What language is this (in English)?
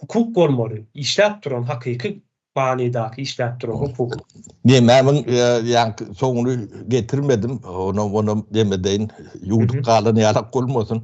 Turkmen